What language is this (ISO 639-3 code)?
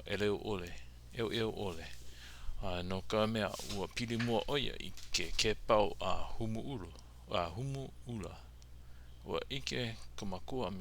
haw